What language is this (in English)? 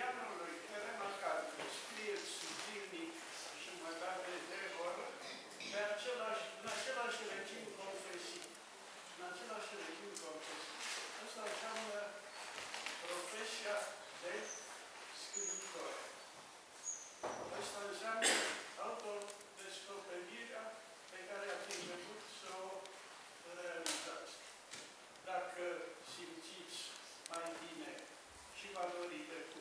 Romanian